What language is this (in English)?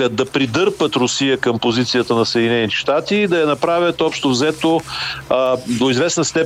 Bulgarian